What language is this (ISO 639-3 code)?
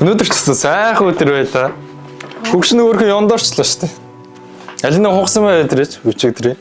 mon